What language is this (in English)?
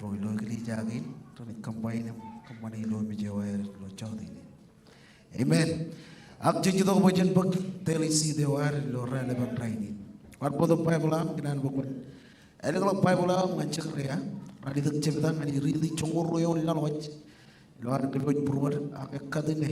Marshallese